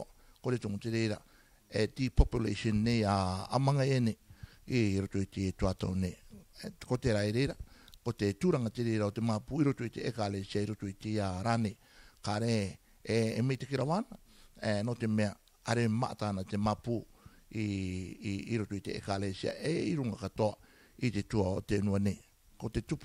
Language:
Rarotongan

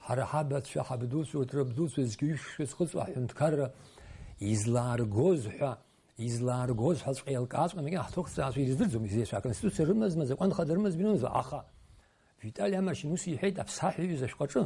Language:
Abkhazian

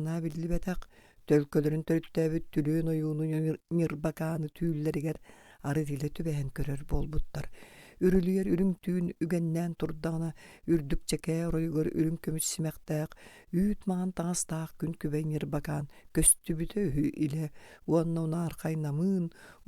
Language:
Yakut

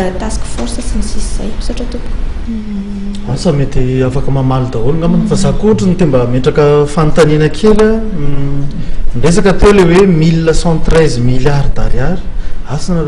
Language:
Malagasy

